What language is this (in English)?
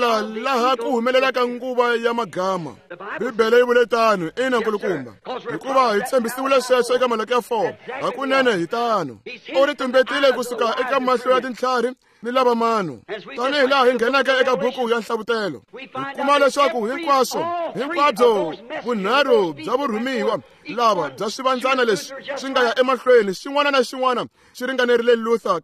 Tsonga